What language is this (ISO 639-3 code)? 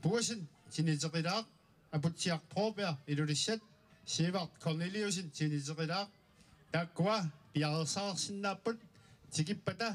kal